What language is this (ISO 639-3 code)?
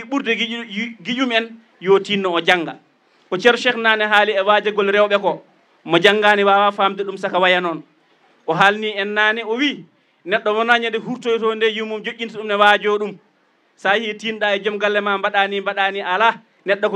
ful